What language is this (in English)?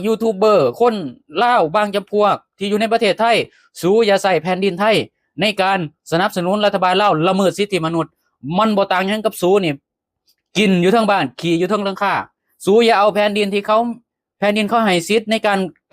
Lao